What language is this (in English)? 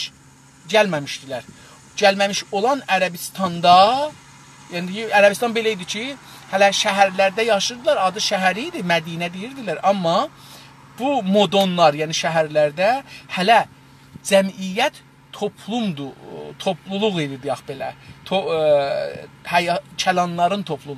South Azerbaijani